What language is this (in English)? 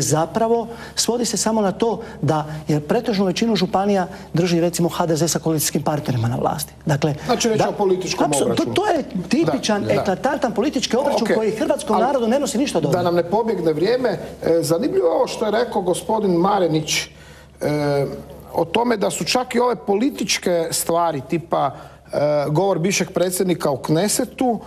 Croatian